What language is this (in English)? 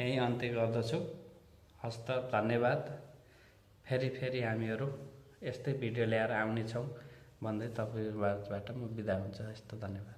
Nepali